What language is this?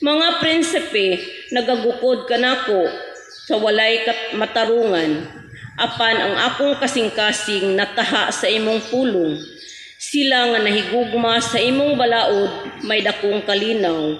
Cebuano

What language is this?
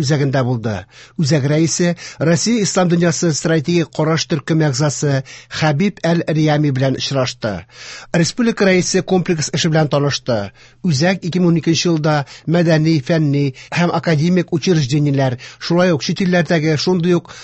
Tatar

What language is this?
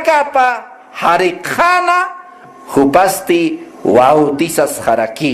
Aymara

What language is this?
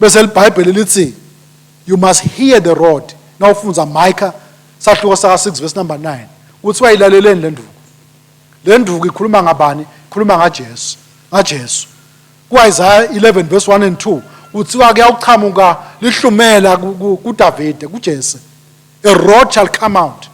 Swati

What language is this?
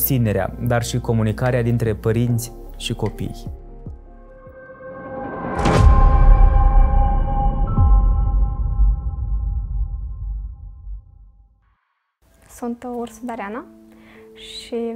Romanian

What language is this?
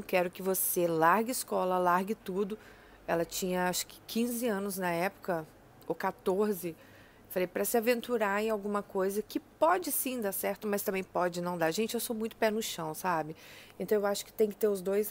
Portuguese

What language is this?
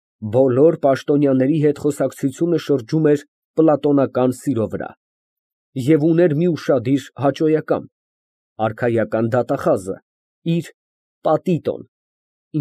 Armenian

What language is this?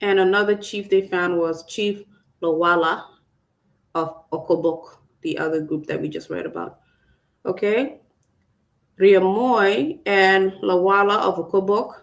Acoli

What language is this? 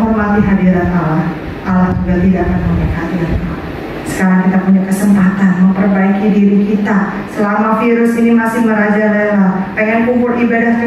Indonesian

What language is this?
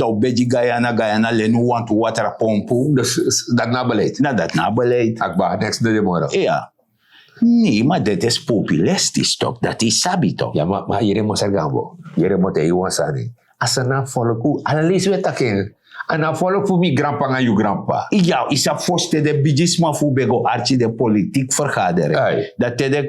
Sranan Tongo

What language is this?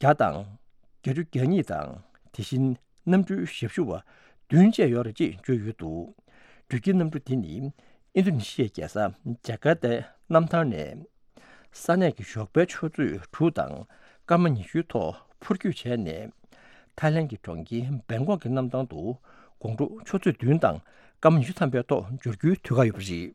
Tibetan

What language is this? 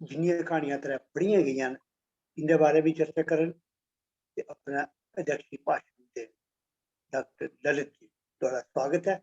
Dogri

